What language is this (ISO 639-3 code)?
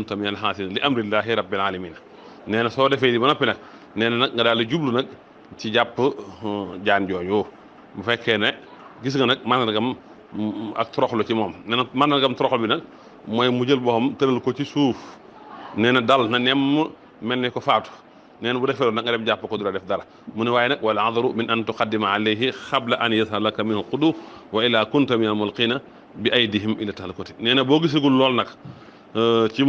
wol